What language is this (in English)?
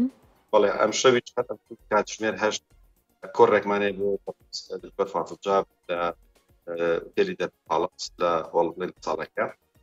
Central Kurdish